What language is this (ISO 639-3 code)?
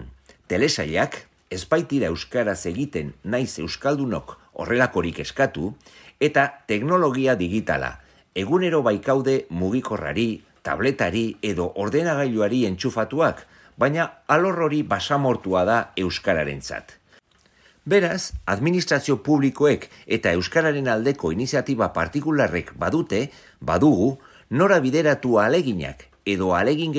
eus